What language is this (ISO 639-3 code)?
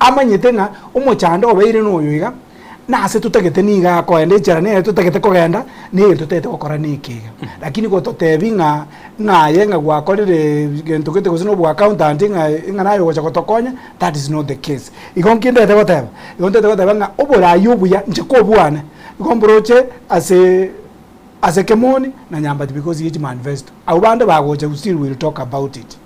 guz